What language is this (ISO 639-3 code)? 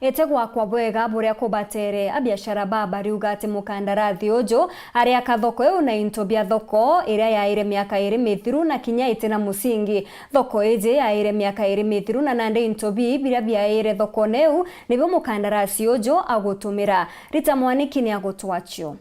mer